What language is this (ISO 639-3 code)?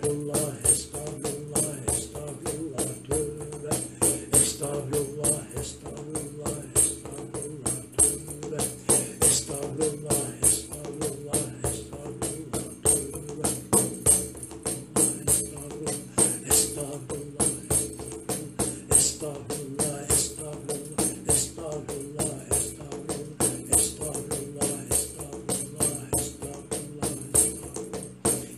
tur